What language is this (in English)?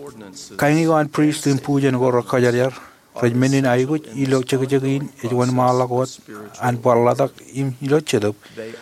Marshallese